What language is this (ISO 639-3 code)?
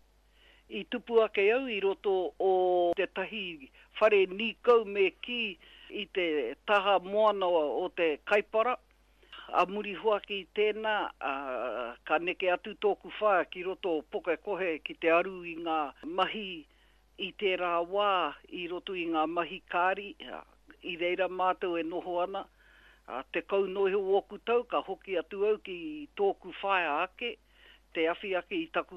mri